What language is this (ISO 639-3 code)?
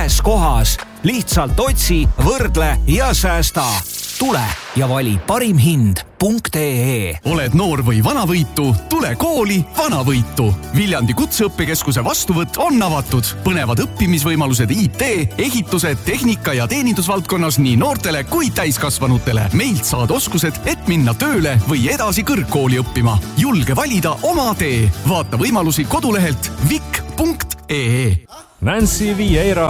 est